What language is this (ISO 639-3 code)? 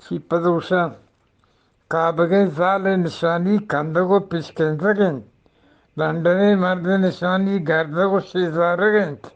bgp